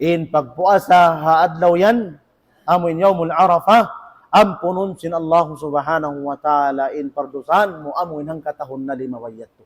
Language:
Tausug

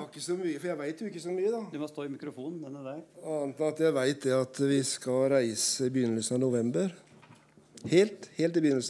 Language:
Norwegian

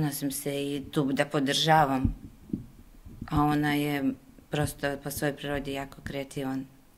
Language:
Serbian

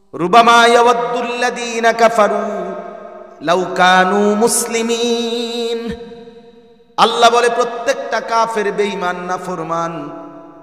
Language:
Bangla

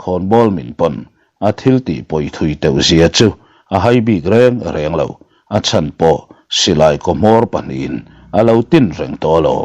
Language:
Mizo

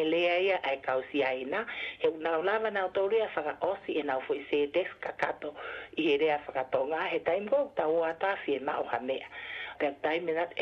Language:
Tongan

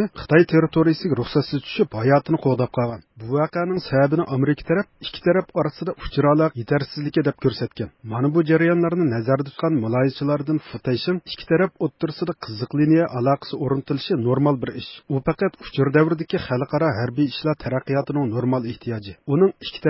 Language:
Uyghur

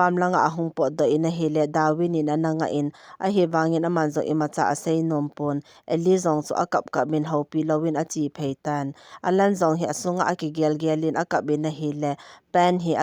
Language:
Thado Chin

